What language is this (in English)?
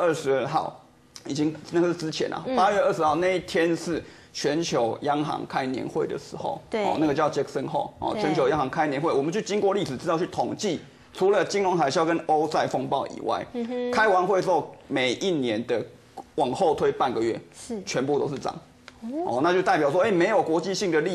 Chinese